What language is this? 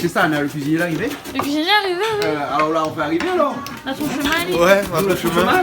Réunion Creole French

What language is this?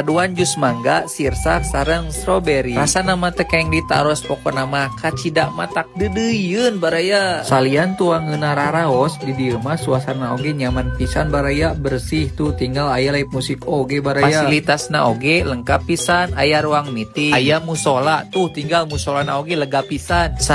Sundanese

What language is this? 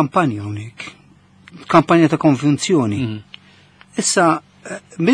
Maltese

